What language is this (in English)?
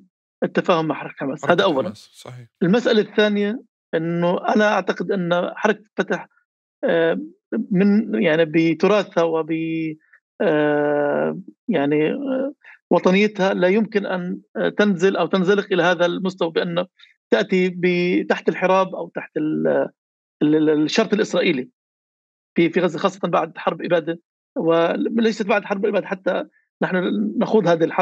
North Levantine Arabic